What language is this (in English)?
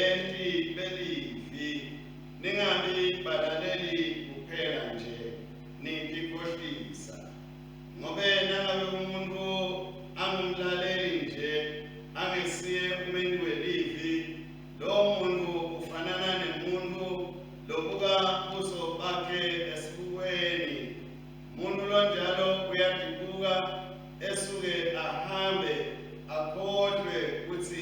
Swati